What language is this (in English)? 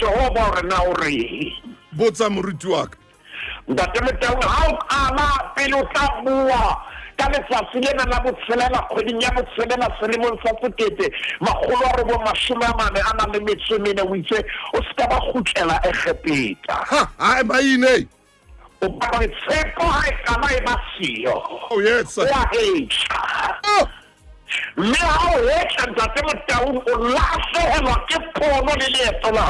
Southern Sotho